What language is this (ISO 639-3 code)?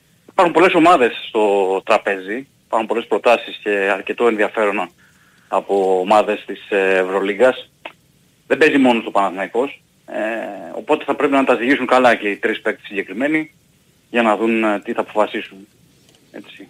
ell